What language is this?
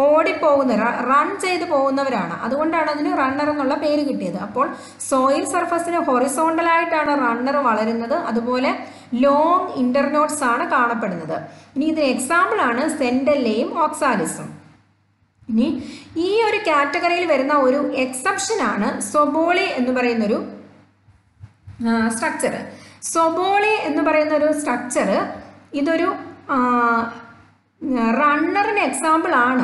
Malayalam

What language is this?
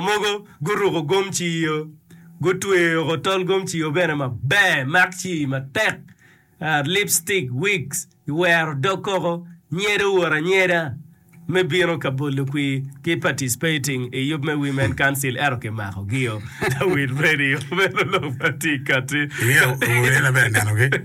Acoli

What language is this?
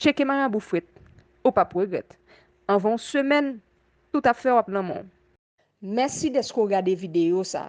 Haitian Creole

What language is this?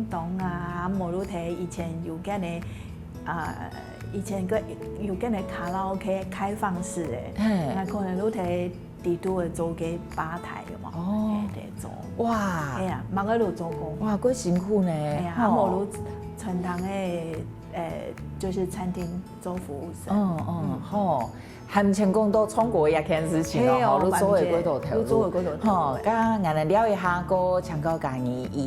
Hakka Chinese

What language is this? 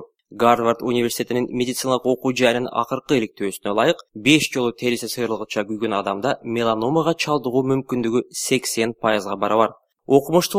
Kyrgyz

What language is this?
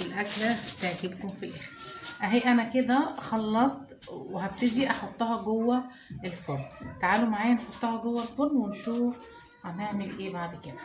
Egyptian Arabic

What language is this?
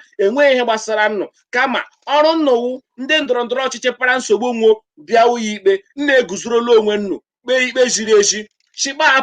Igbo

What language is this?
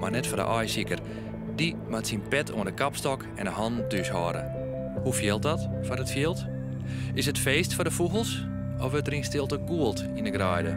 Western Frisian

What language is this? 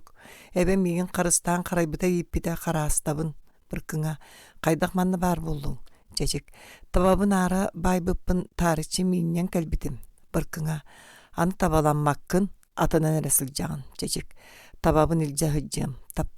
Yakut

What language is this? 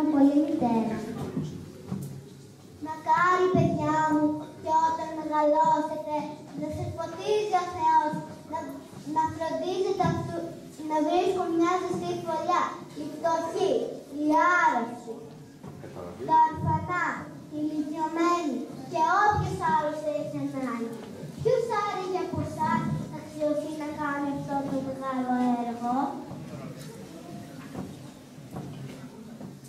Greek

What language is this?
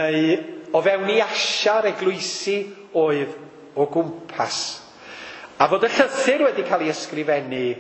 Welsh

